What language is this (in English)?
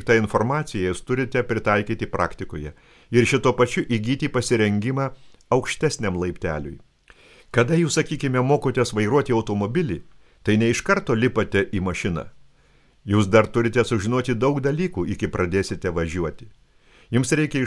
Lithuanian